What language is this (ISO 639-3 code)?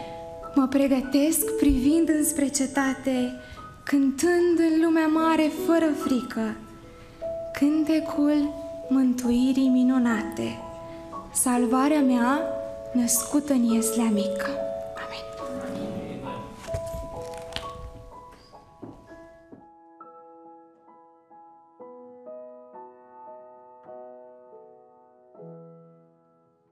ron